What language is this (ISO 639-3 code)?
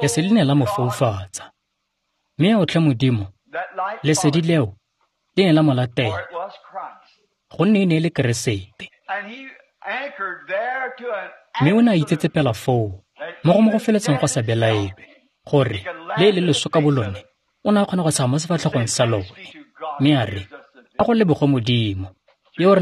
tsn